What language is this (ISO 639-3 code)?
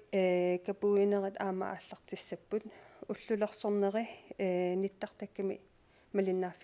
kal